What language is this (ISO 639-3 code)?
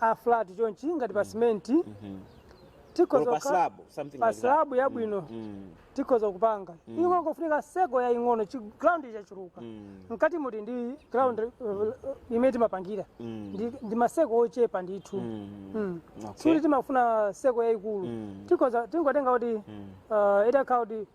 nya